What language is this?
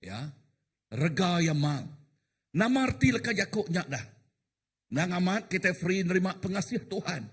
Iban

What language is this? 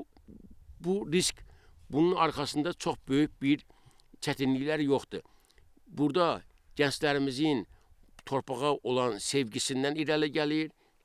Azerbaijani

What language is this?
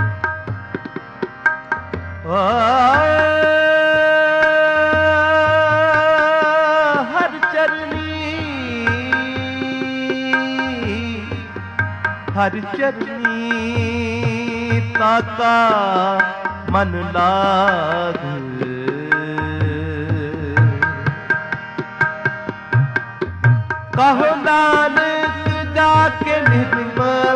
Punjabi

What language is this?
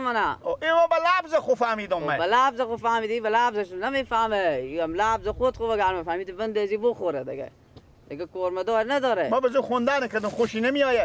Persian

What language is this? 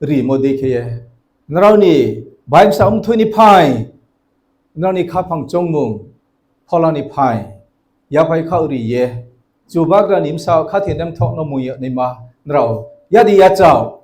Riang (India)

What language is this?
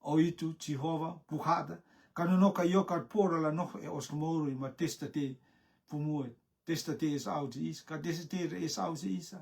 Rotuman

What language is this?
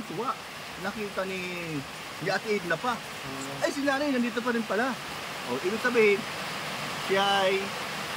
Filipino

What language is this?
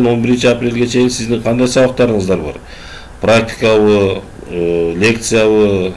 Kyrgyz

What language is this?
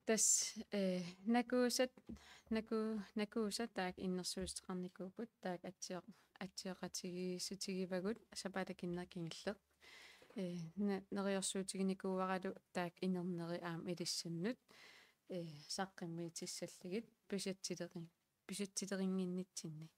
Kalaallisut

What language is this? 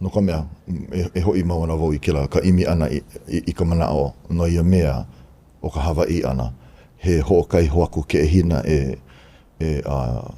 Hawaiian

